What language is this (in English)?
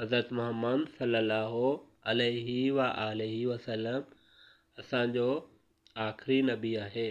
Sindhi